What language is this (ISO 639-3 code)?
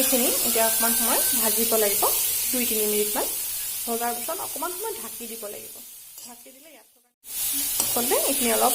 asm